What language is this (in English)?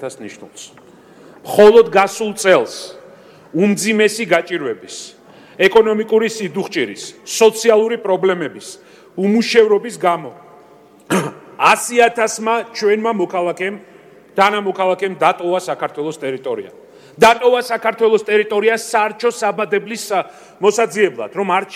Georgian